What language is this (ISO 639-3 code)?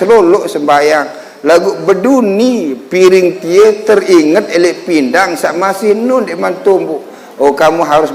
sas